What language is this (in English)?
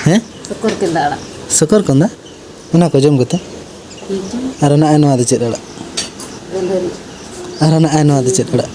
Santali